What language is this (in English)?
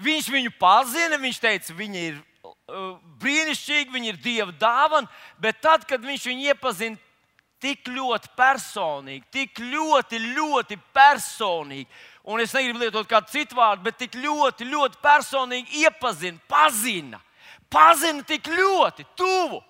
Latvian